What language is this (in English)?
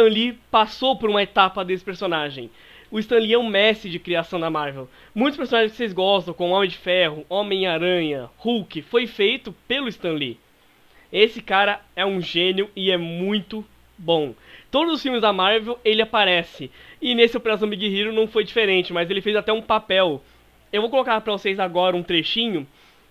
Portuguese